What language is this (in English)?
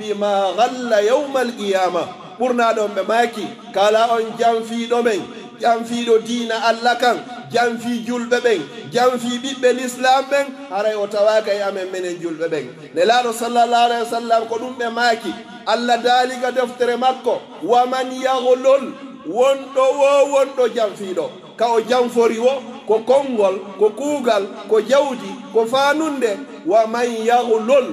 Pular